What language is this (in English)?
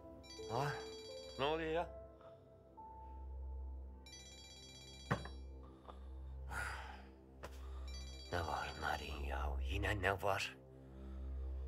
Turkish